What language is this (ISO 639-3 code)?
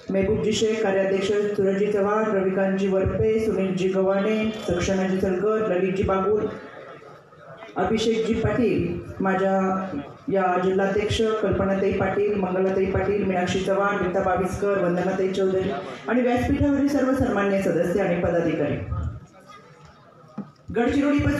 mar